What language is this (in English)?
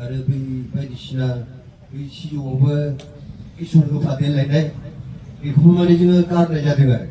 Bodo